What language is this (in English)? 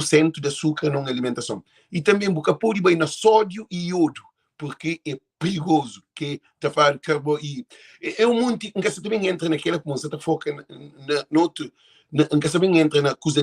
Kabuverdianu